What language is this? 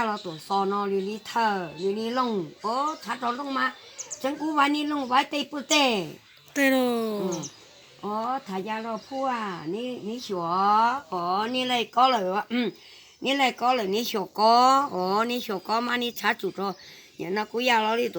Hmong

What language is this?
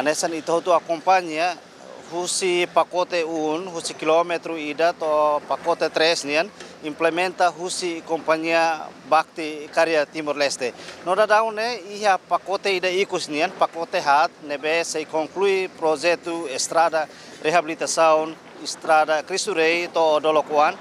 Tetum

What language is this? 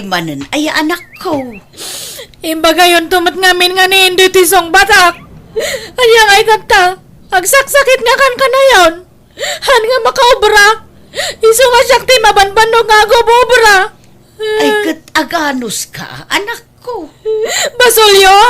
Iloko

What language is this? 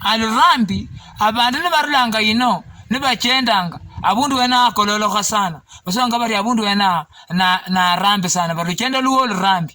Luyia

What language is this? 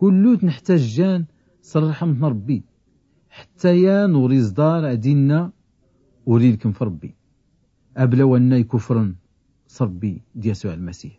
Tachelhit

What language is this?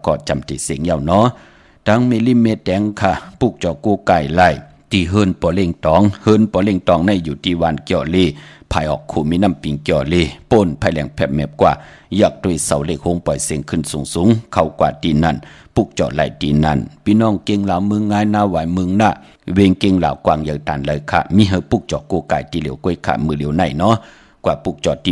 Shan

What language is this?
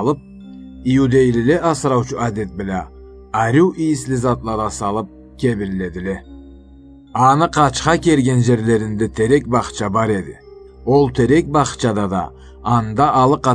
Karachay-Balkar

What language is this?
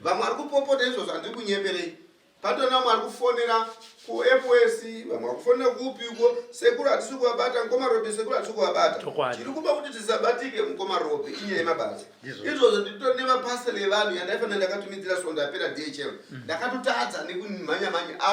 Shona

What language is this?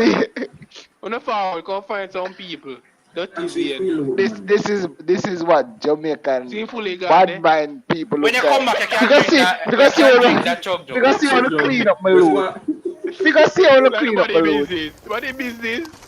Jamaican Creole English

